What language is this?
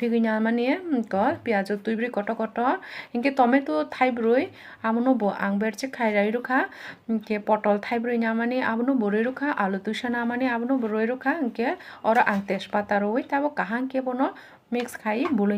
Kok Borok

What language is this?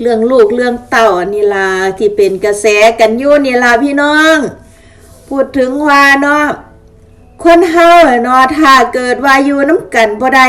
Lao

